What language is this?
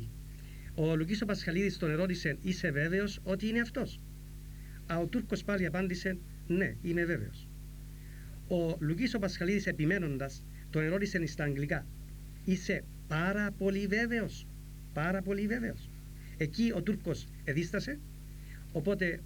Greek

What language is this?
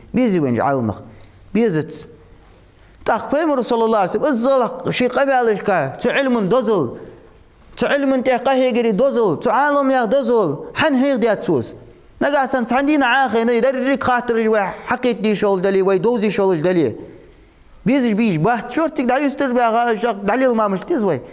Ingush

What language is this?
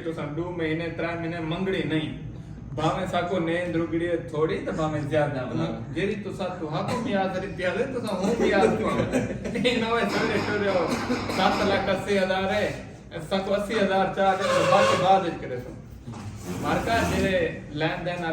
Saraiki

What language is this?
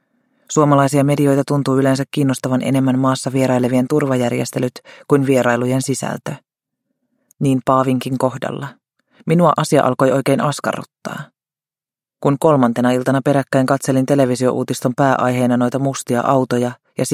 Finnish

